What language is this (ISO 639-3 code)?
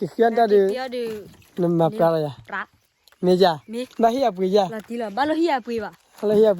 ksw